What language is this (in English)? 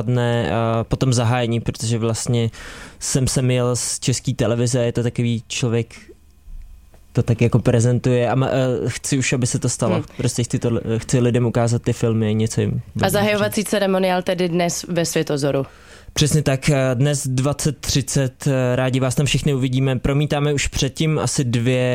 Czech